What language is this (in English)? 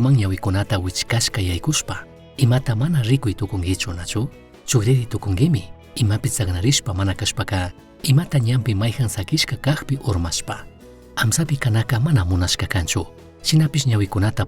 Chimborazo Highland Quichua